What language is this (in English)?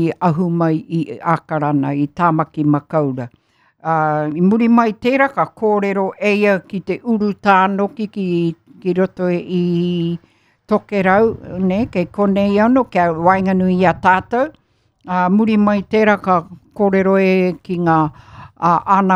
Māori